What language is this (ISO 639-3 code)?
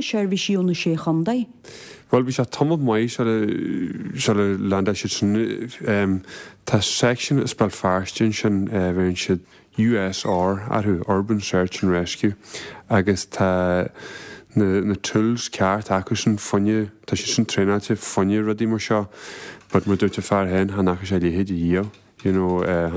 gle